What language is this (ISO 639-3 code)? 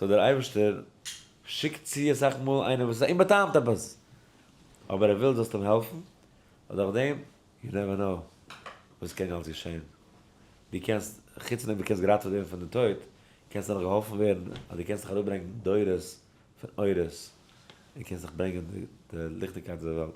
yid